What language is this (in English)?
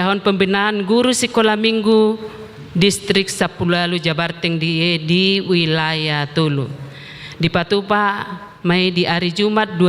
Batak Toba